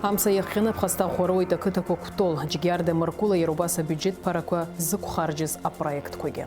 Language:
Abkhazian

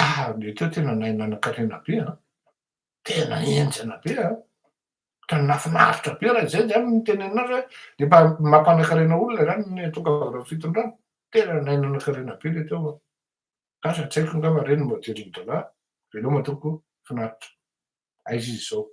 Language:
Malagasy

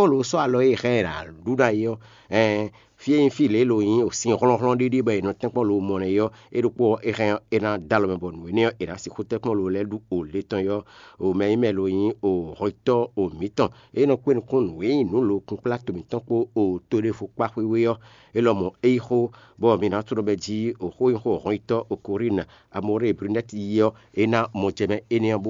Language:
Fon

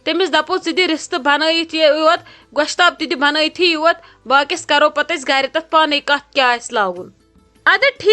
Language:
Kashmiri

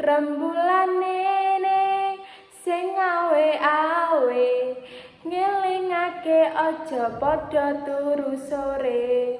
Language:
Javanese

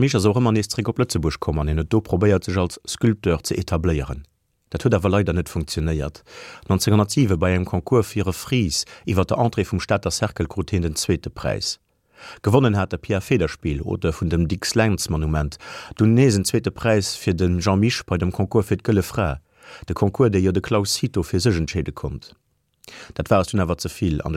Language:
Luxembourgish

